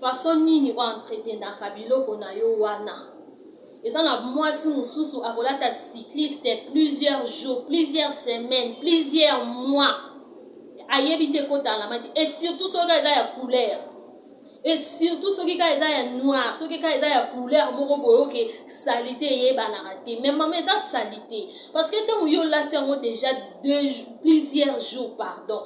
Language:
Lingala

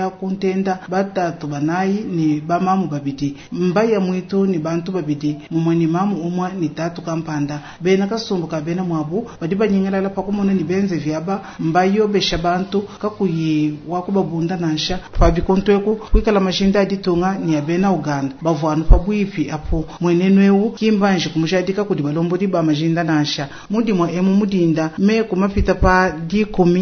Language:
Luba-Lulua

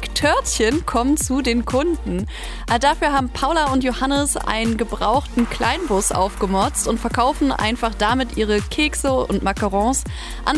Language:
German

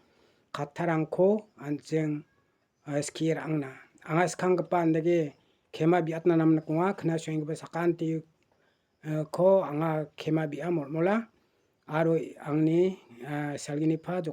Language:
Garo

